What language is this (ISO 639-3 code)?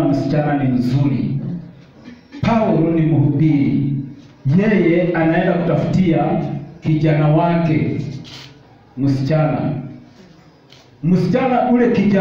swa